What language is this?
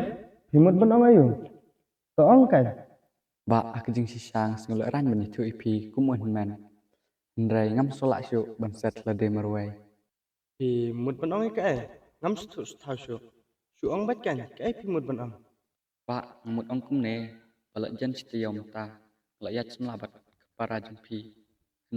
Khasi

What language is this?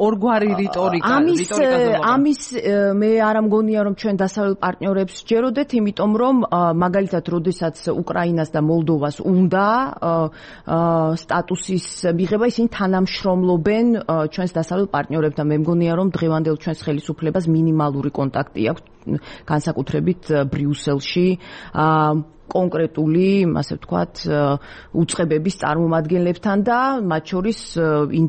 Georgian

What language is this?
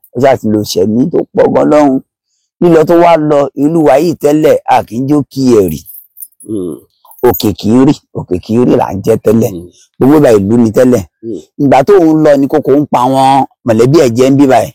Yoruba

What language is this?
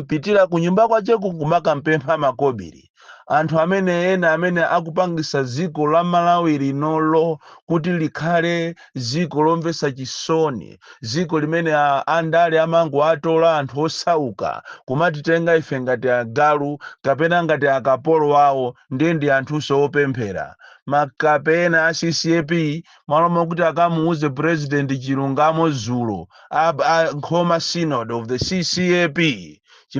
Nyanja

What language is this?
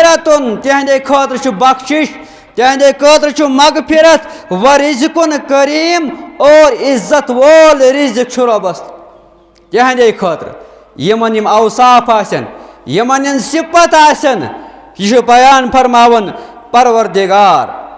Kashmiri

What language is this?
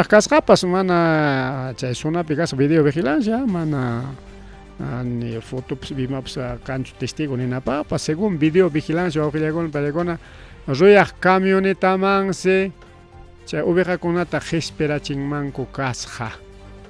Ayacucho Quechua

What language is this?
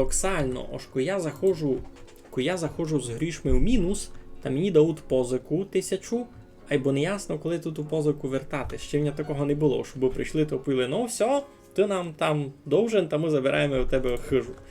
Rusyn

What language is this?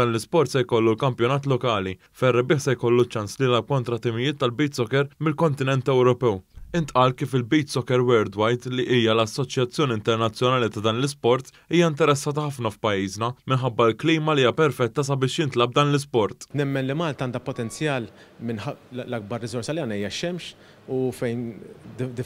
Maltese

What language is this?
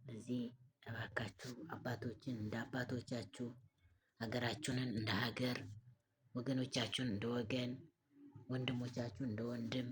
Amharic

